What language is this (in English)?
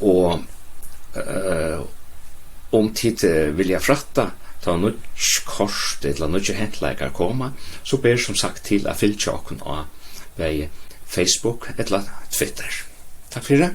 Faroese